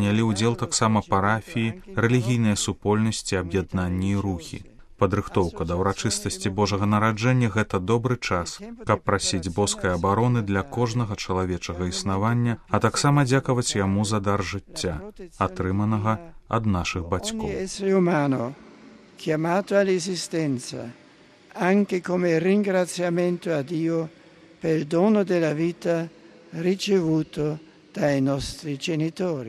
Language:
Belarusian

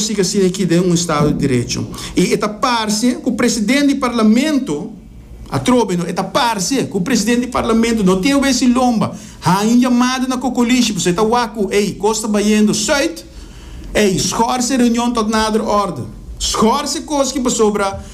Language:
Papiamento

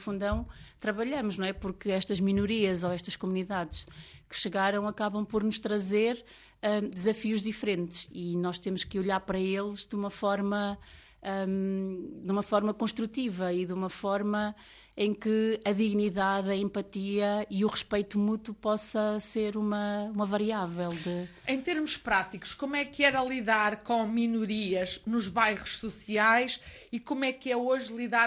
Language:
Portuguese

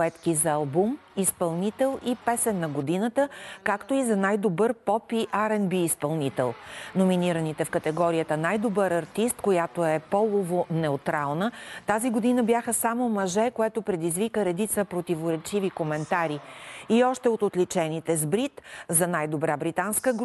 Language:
Bulgarian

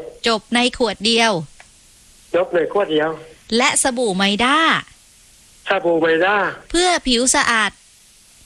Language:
Thai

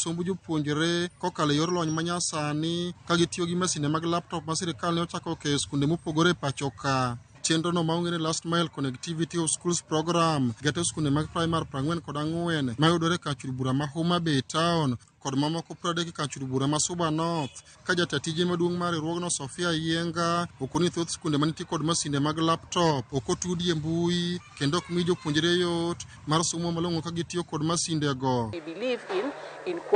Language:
Luo (Kenya and Tanzania)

